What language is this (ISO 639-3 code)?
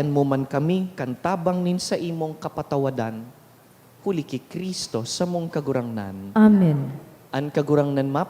bik